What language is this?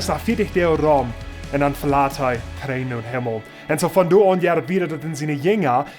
Plautdietsch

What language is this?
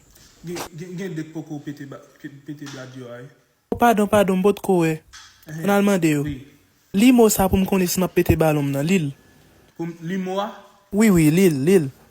Haitian Creole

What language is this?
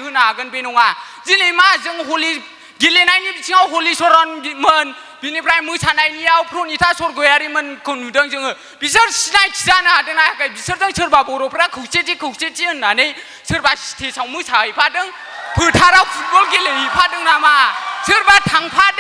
Bodo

